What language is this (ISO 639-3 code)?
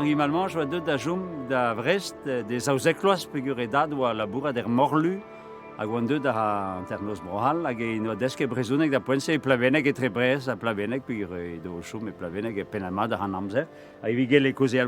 bre